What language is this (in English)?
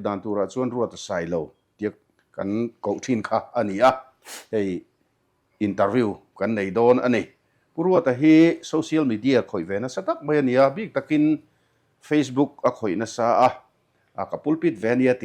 Mizo